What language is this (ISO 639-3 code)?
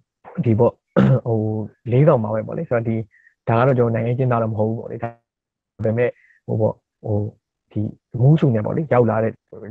mya